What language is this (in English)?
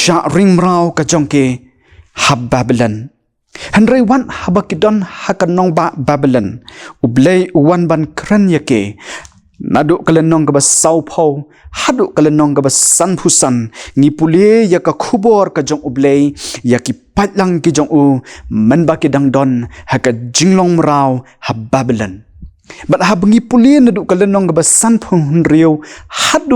Khasi